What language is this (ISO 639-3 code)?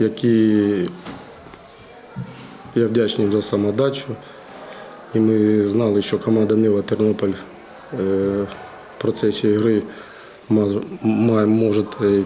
ukr